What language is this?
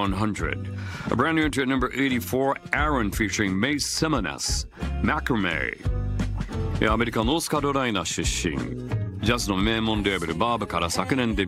Japanese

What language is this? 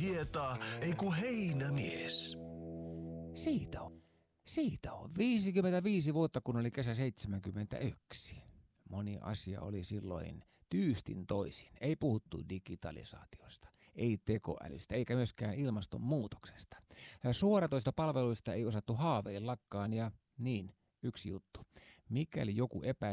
Finnish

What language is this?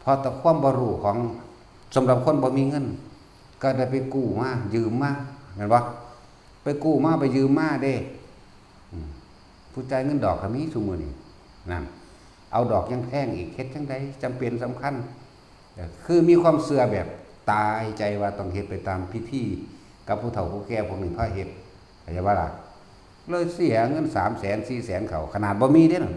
Northeastern Thai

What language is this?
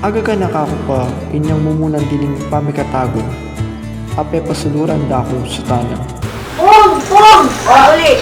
Pampanga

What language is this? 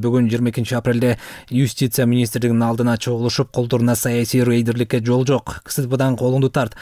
Kyrgyz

